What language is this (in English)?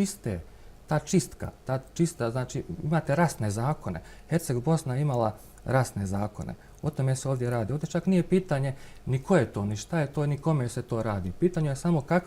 Bosnian